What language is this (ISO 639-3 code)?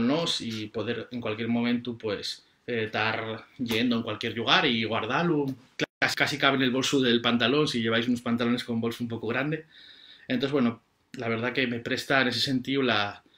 ast